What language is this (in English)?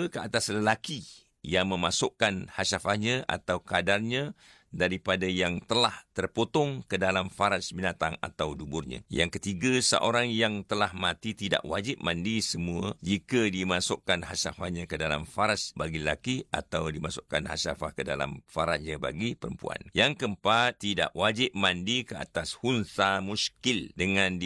Malay